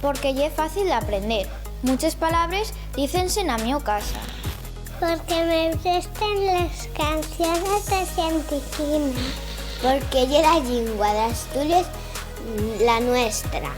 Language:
Asturian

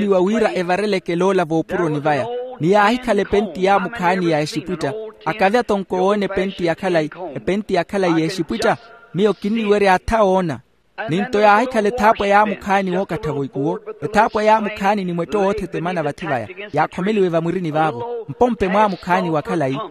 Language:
Makhuwa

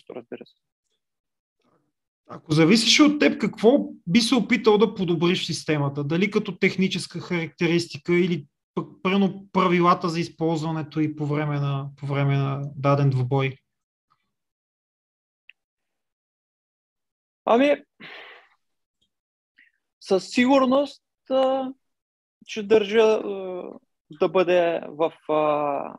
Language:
Bulgarian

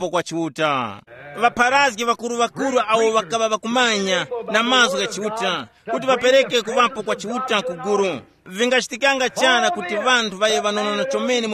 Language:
Tumbuka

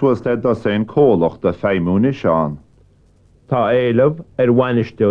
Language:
Irish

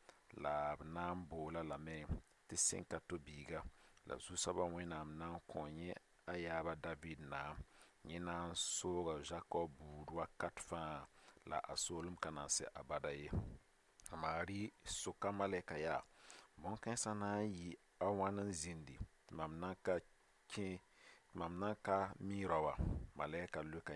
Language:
Mossi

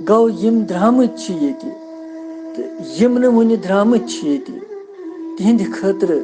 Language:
Kashmiri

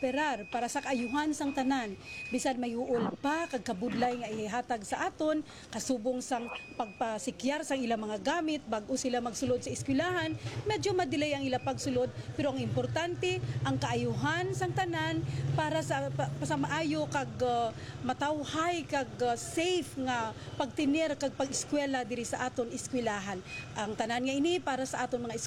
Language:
Hiligaynon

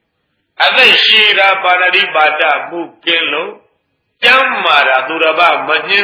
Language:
Burmese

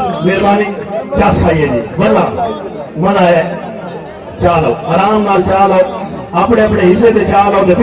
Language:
Saraiki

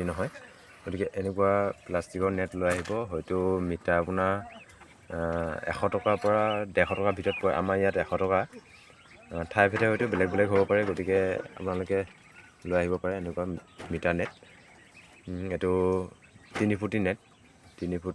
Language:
Assamese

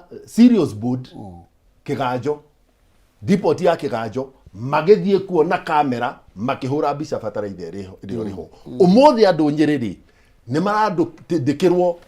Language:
Kikuyu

